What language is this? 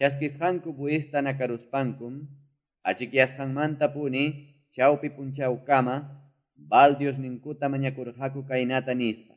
Quechua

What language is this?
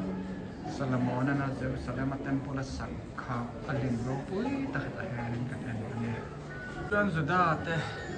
Mizo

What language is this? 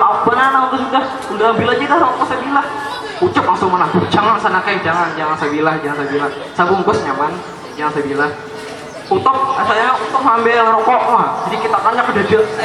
Banjar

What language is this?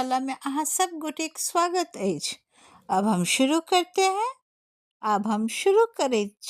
Maithili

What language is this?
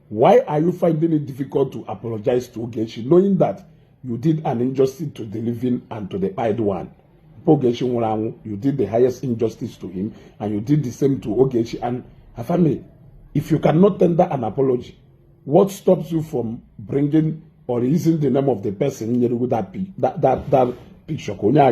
Igbo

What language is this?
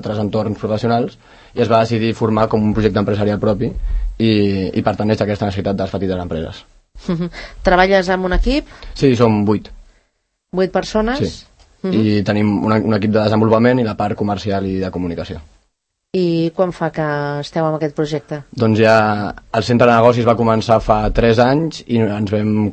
Catalan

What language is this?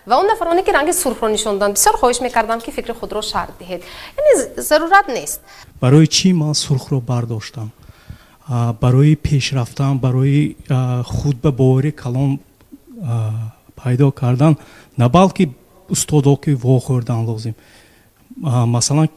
Tajik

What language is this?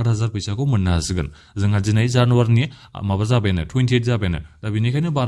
Bodo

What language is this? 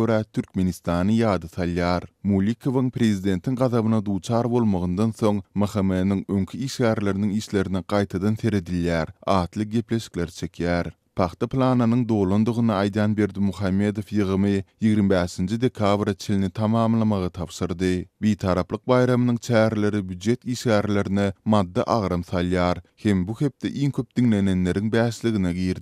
Turkmen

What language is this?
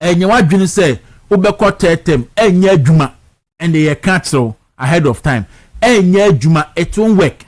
Akan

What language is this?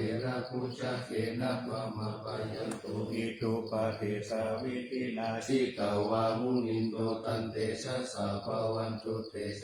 Pali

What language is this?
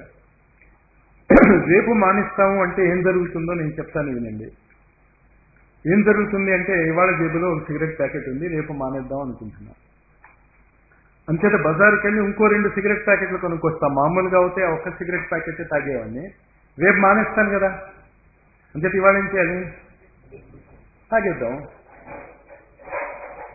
Telugu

